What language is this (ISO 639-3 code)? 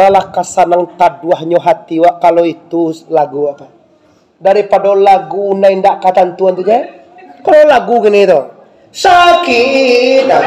min